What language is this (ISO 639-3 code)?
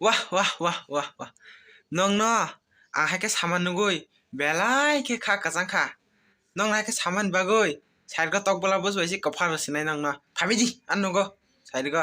trp